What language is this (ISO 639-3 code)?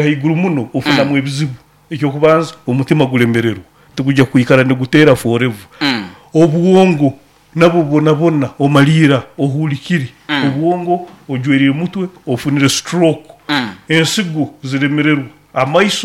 nyo